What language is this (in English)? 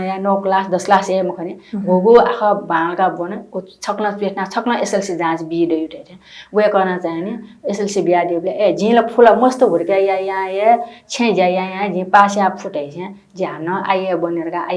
Newari